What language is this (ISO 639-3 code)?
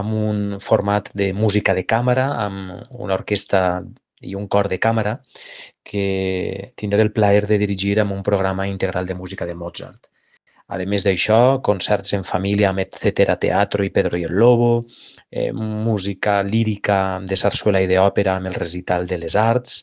cat